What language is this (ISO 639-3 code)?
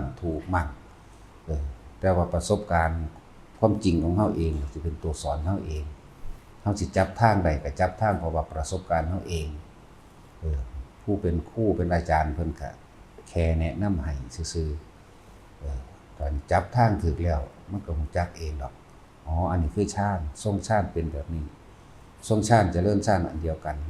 tts